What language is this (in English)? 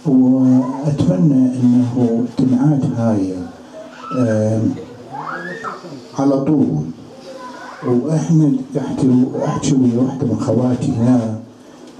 Mesopotamian Arabic